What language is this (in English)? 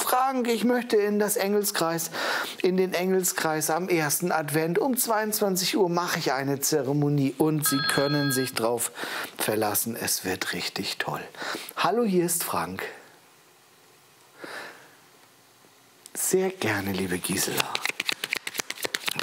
German